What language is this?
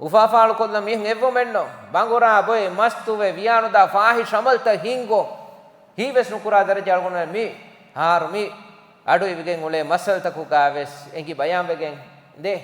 Divehi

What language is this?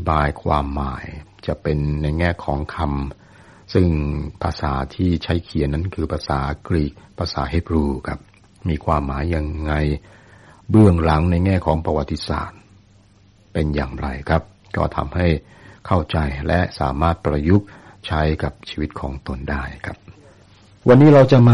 Thai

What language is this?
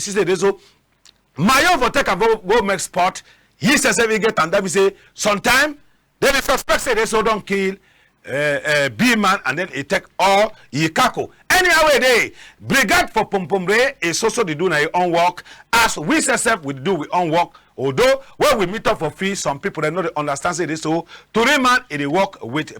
Cameroon Pidgin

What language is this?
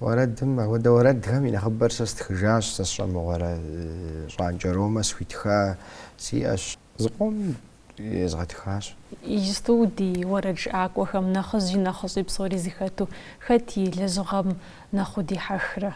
Kabardian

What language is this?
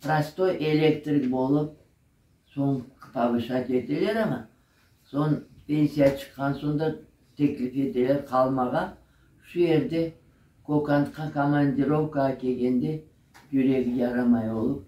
Crimean Tatar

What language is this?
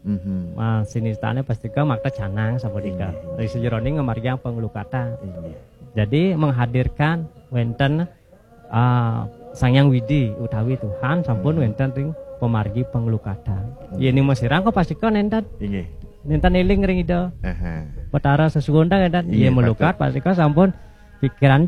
Balinese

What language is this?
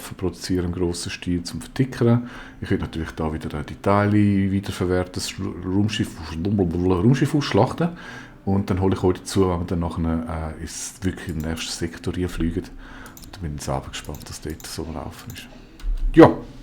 Swiss German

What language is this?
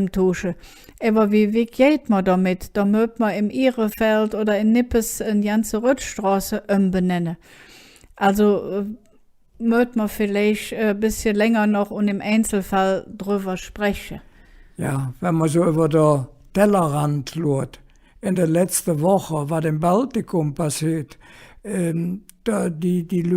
Colognian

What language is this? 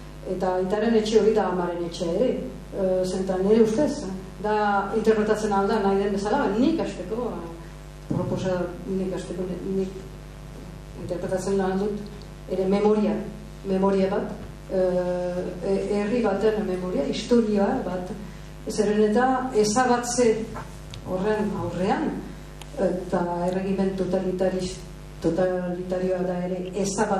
Basque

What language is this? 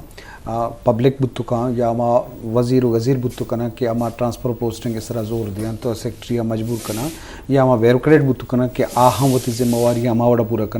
Eastern Balochi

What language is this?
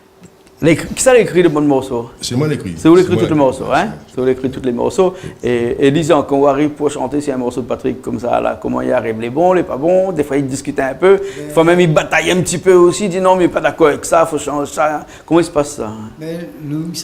Réunion Creole French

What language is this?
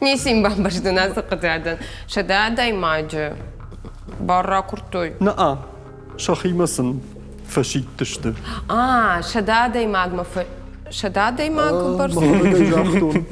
Ossetic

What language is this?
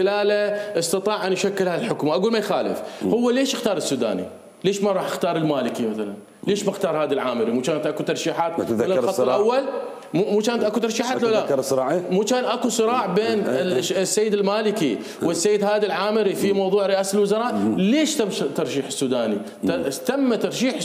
Mesopotamian Arabic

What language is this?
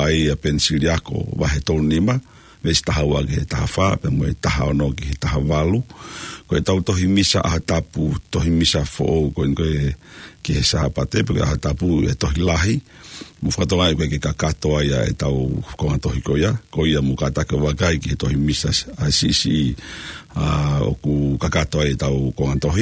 Tongan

